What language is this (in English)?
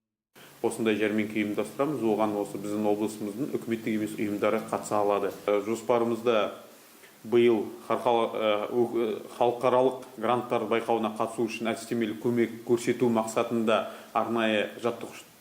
Kazakh